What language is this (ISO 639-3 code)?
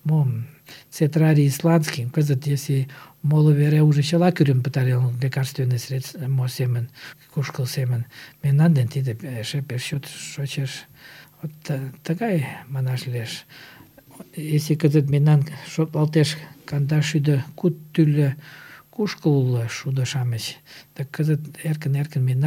chm